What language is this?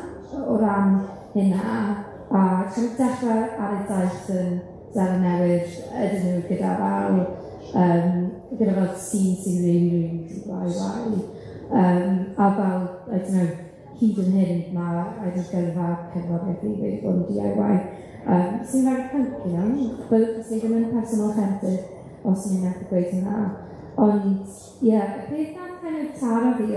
Welsh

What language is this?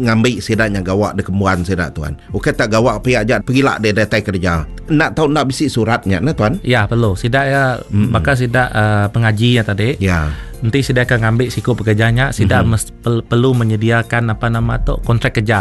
Iban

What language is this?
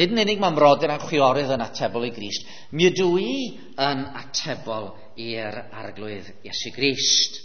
Welsh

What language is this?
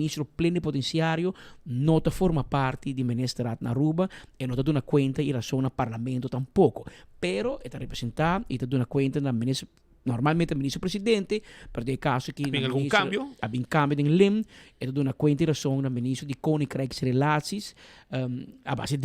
Papiamento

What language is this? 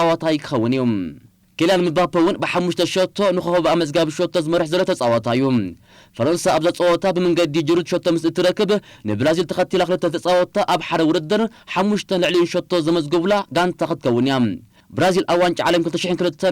Tigrinya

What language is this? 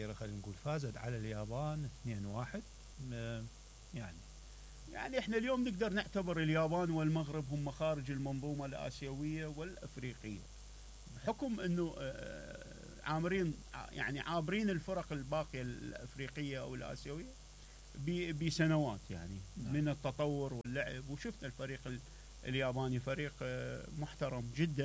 Mesopotamian Arabic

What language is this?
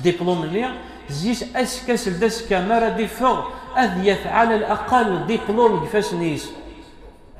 Kabyle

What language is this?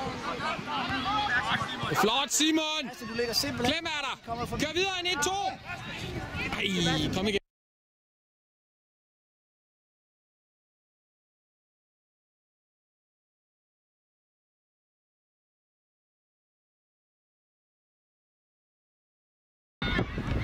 Danish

